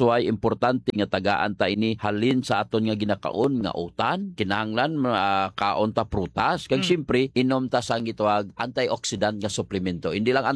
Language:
Hiligaynon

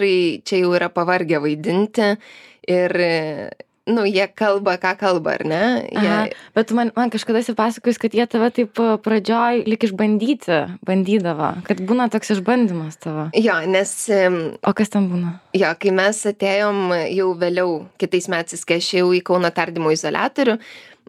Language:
Lithuanian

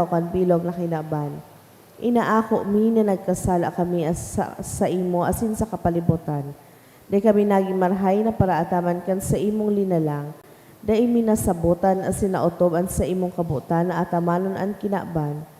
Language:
Bikol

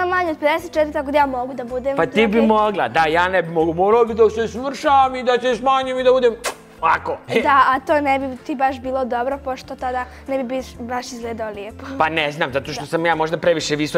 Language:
Bosnian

